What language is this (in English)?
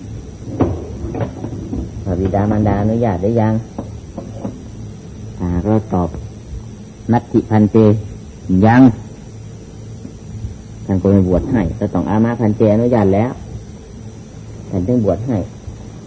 Thai